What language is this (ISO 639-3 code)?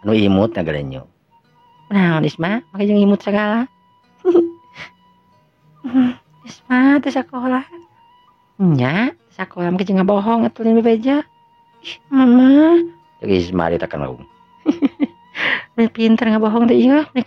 sun